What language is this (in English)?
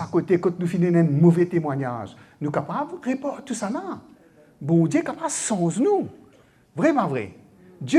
Morisyen